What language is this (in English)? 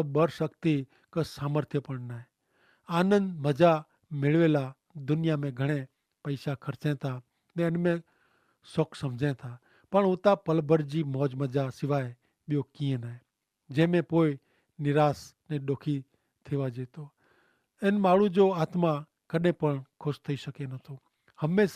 Kachhi